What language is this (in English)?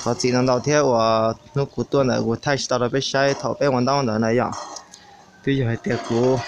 Hmong